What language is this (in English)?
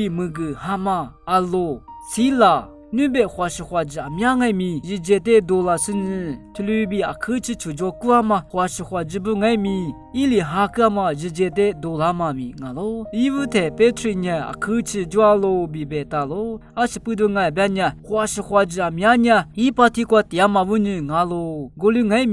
Lisu